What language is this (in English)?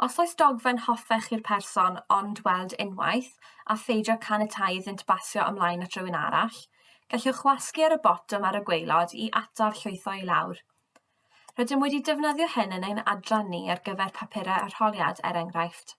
Welsh